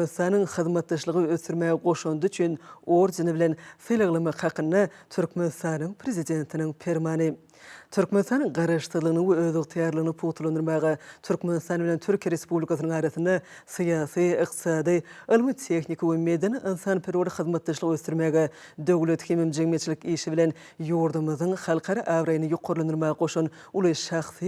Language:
Turkmen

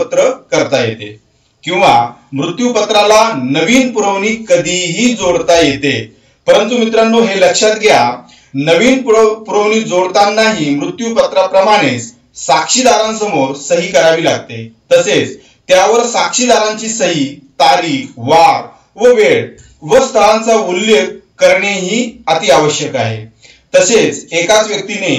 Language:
Marathi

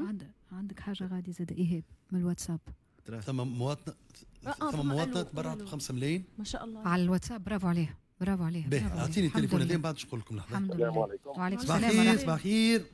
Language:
Tunisian Arabic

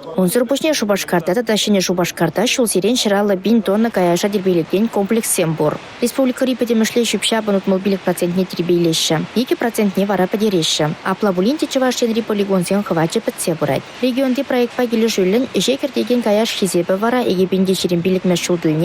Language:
Chuvash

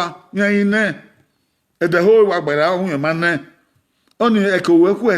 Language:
Bini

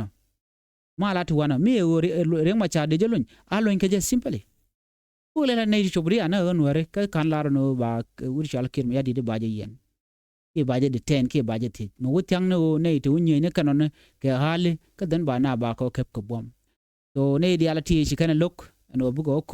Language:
Nuer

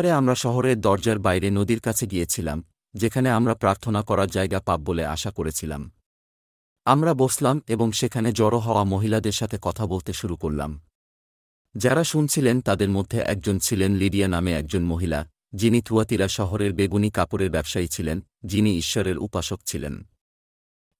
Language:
Bangla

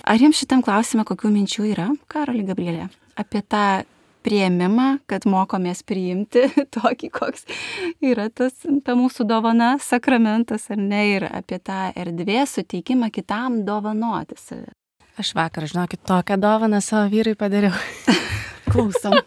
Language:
Lithuanian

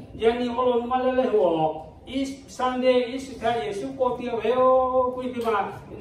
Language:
Lahu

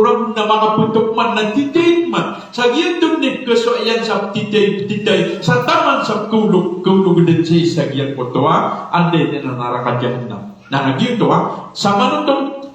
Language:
Maranao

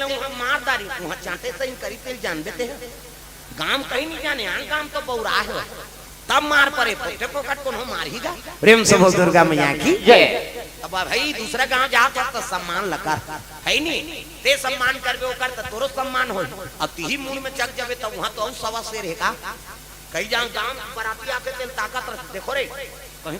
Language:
Chhattisgarhi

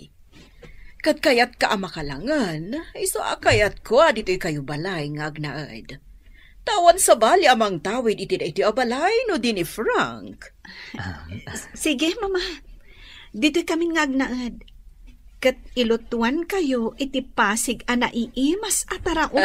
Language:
Iloko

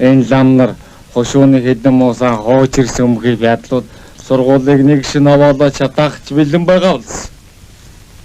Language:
Mongolian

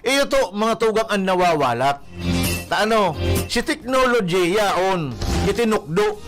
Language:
Bikol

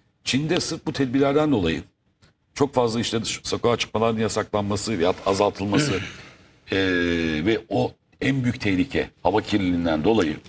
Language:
Turkish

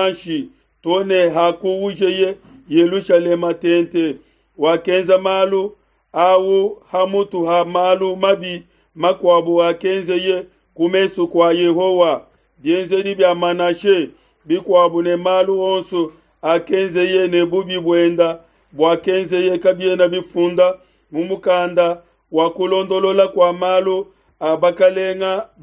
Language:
Luba-Lulua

